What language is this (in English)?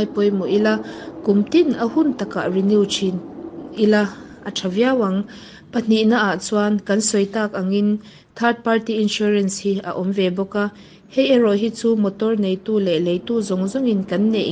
Mizo